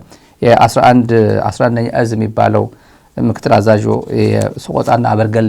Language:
Amharic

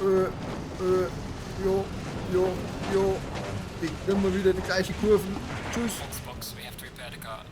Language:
Bavarian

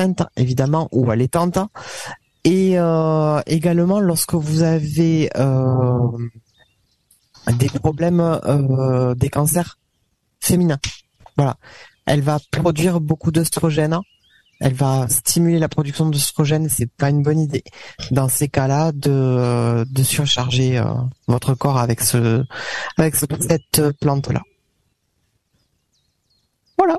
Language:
French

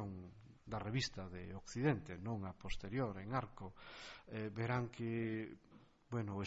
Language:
Galician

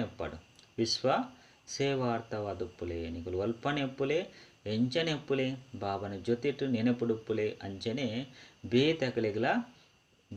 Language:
Tulu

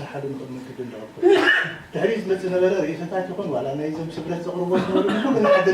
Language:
Tigrinya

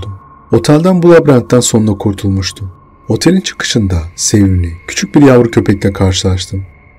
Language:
Turkish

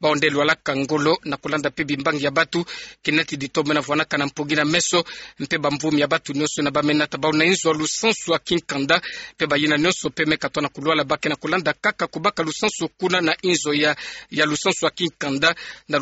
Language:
Kituba (Democratic Republic of Congo)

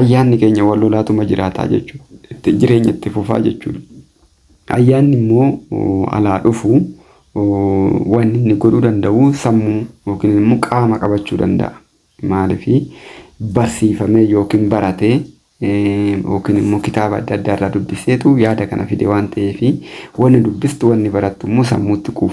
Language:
Oromo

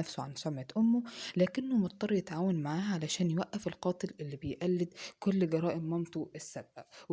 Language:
Egyptian Arabic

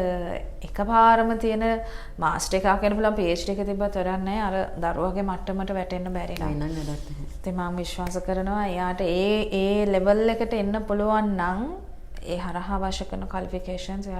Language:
Sinhala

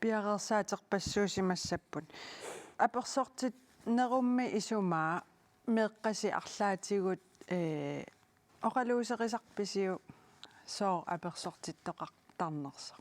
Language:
Kalaallisut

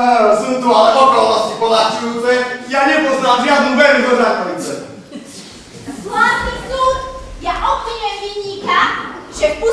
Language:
Slovak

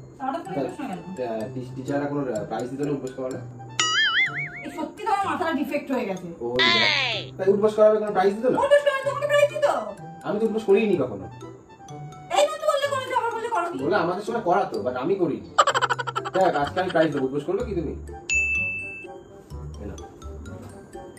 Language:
Bangla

